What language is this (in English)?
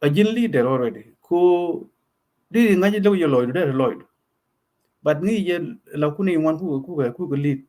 Nuer